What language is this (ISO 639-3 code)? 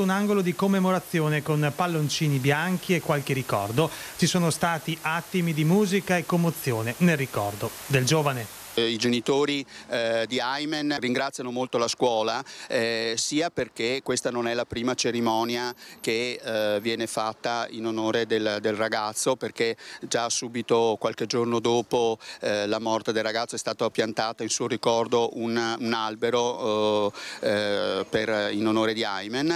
ita